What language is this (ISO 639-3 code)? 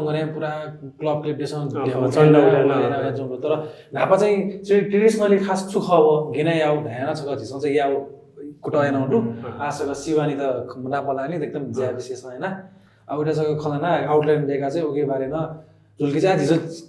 new